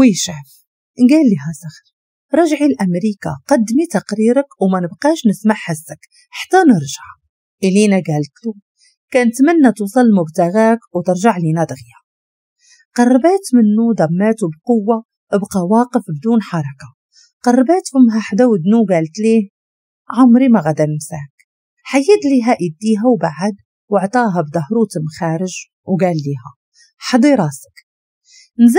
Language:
Moroccan Arabic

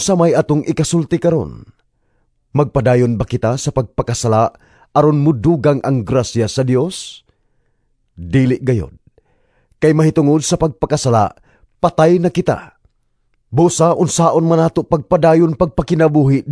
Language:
Cebuano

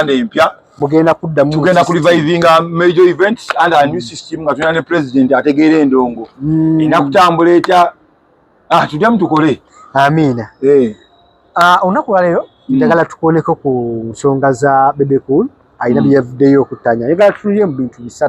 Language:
Ganda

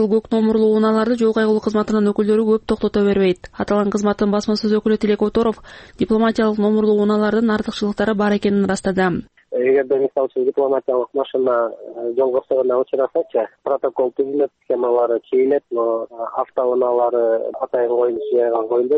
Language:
Kyrgyz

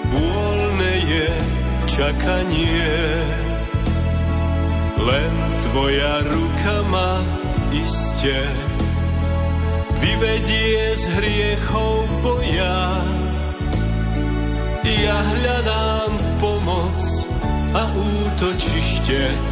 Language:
Slovak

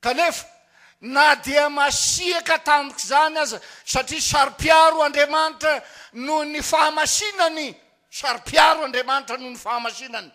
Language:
Malagasy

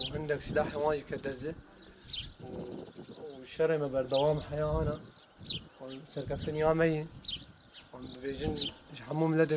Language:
Kurdish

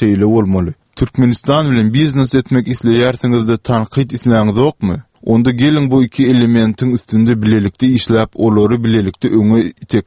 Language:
Turkmen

